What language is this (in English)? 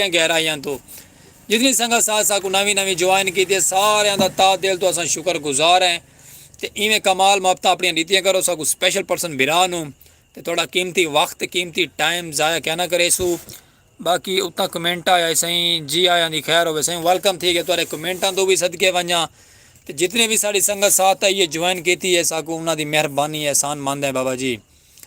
Saraiki